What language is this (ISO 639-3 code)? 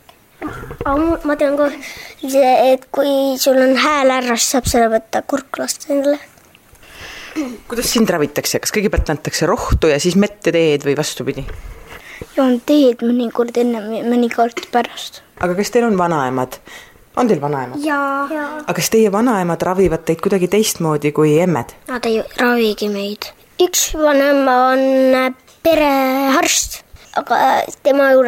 est